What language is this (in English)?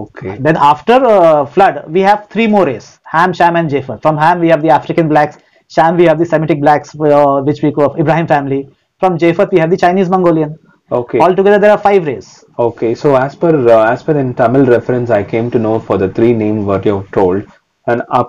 English